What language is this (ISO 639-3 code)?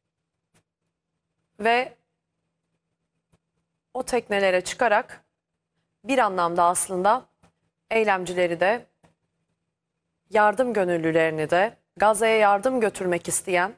tur